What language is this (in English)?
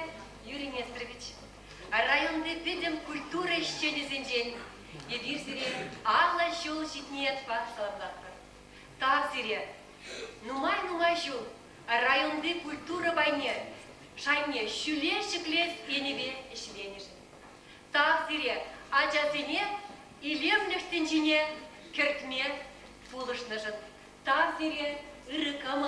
Chuvash